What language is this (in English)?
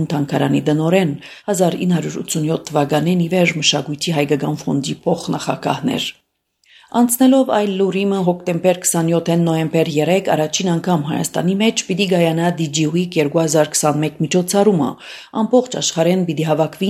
Armenian